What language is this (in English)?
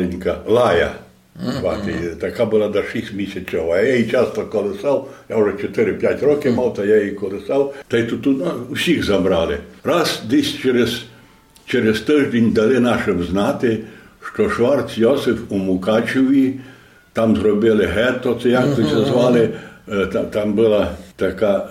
Rusyn